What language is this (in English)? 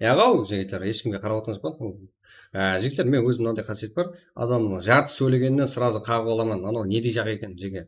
Kara-Kalpak